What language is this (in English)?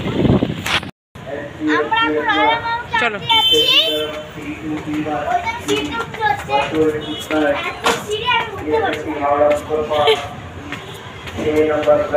Bangla